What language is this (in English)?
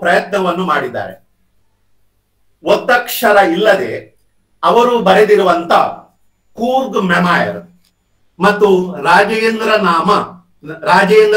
Kannada